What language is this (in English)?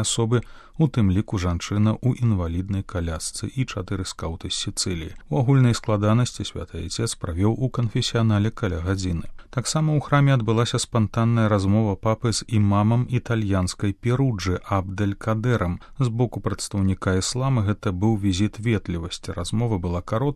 Belarusian